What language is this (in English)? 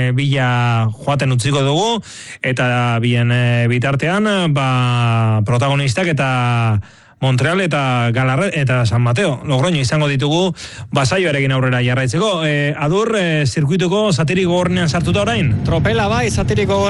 Basque